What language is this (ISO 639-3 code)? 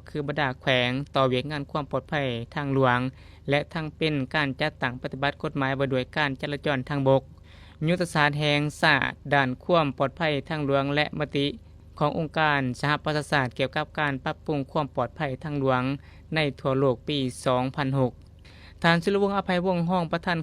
lao